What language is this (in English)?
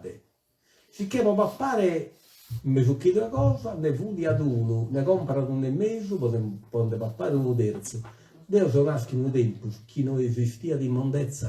Sardinian